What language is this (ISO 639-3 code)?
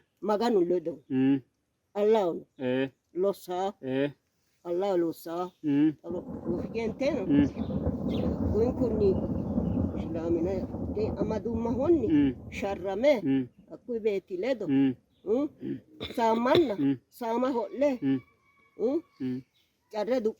sid